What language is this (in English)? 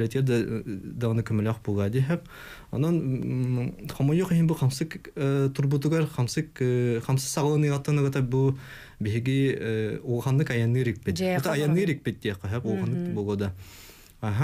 Yakut